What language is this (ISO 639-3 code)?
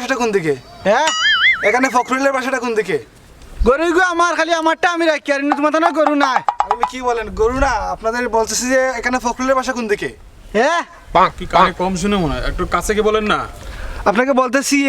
syl